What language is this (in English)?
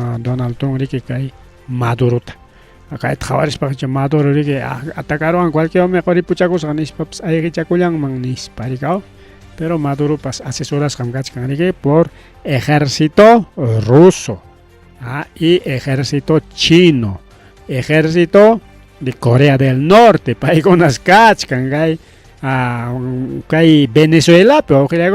Ayacucho Quechua